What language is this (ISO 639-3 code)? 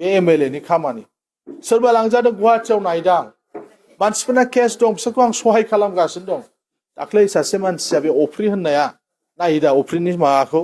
brx